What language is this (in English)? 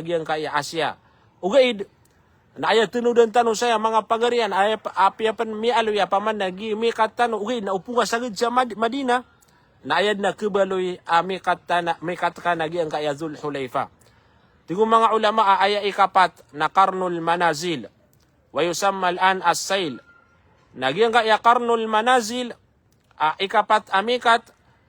Maranao